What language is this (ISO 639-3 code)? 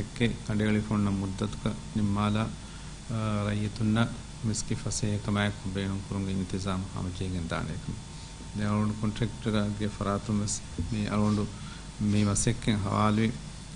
div